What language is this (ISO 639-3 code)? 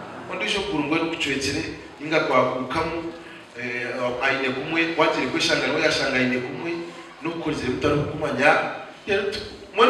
nyn